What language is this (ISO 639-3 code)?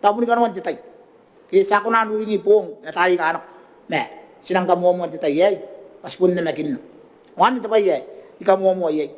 gil